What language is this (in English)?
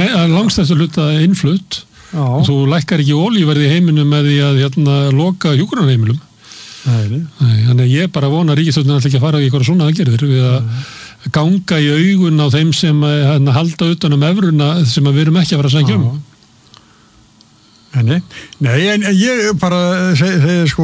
Icelandic